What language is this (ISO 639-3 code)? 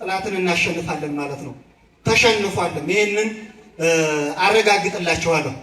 amh